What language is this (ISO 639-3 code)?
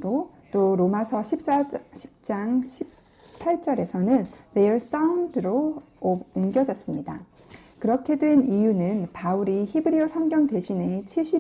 kor